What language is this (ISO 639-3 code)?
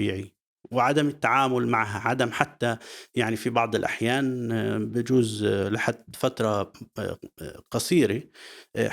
apc